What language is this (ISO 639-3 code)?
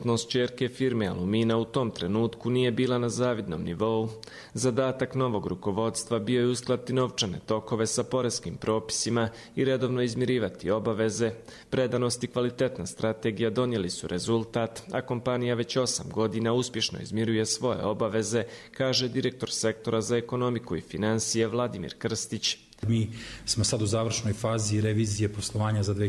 hrv